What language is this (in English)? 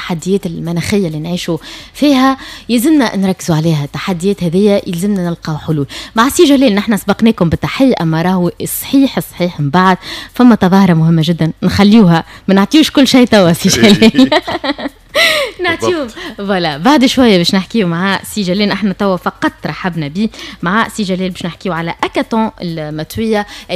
Tunisian Arabic